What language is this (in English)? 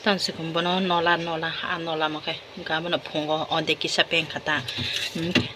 Kok Borok